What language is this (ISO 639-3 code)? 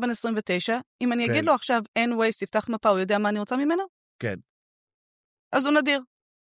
heb